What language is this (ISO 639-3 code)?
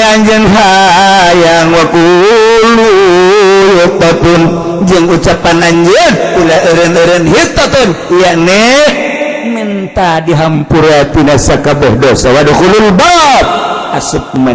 sun